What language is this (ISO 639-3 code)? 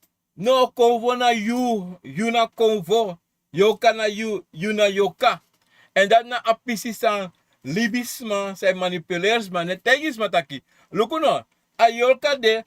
srn